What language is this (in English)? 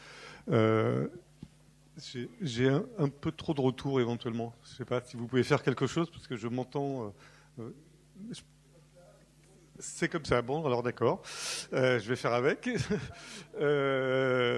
French